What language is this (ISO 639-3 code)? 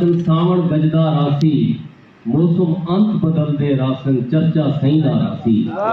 skr